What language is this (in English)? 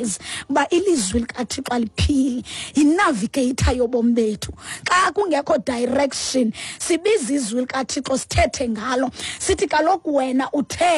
Xhosa